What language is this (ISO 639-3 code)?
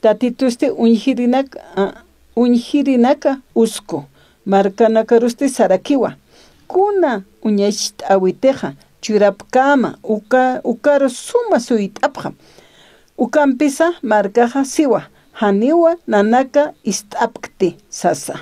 aym